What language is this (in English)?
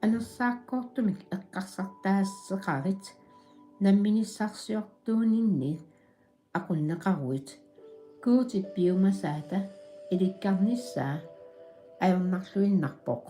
Kalaallisut